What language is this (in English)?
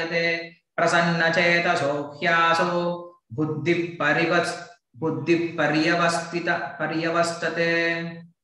Tamil